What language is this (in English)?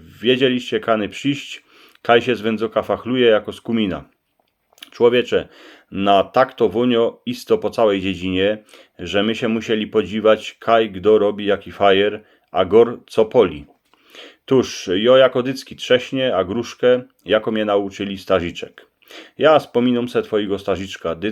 Silesian